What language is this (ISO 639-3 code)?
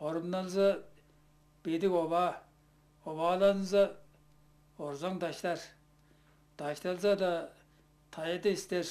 tyv